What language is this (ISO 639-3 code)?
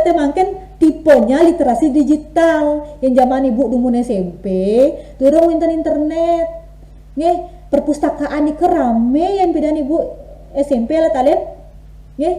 ban